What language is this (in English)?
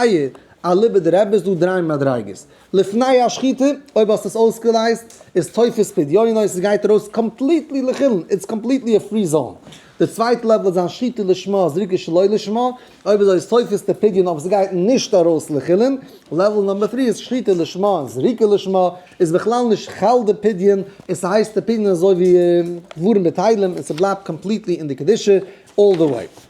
Yiddish